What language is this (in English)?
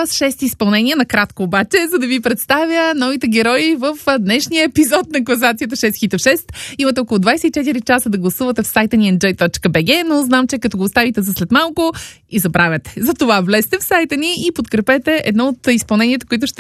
Bulgarian